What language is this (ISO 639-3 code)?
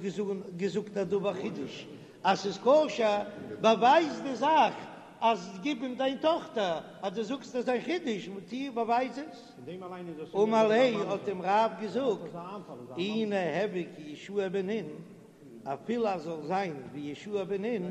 yid